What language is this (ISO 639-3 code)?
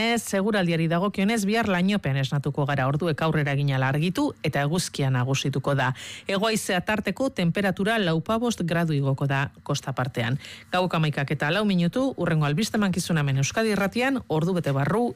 eus